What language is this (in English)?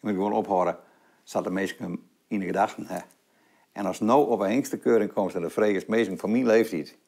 Western Frisian